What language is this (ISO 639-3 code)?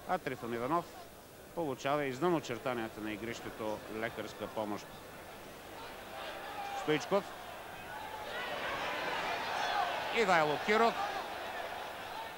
bul